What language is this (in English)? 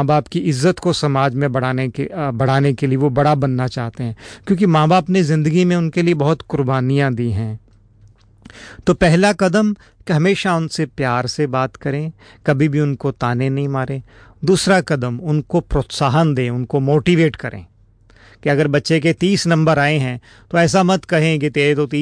Hindi